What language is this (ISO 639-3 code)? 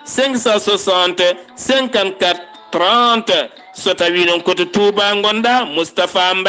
ful